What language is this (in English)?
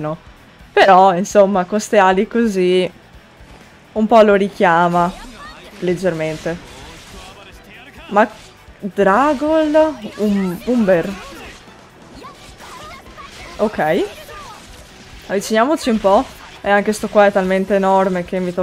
Italian